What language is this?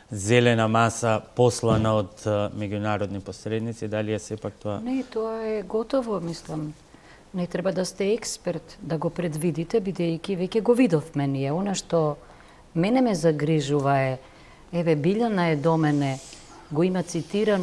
Macedonian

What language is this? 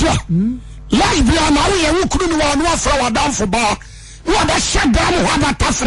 Akan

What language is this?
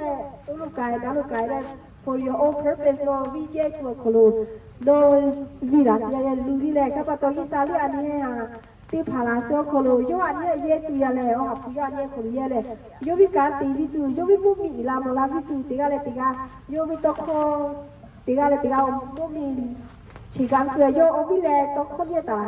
Lahu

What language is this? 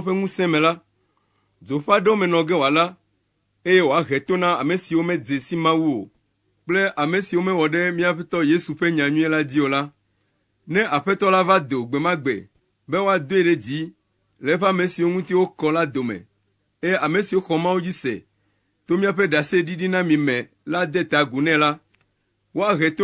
Ewe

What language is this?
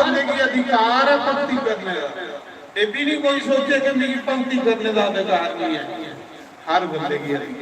Dogri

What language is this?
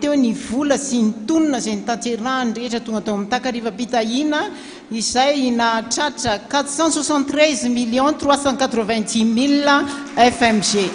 Malagasy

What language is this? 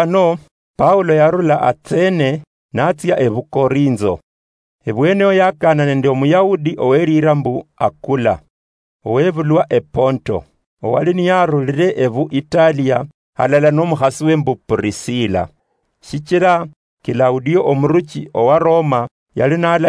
Luyia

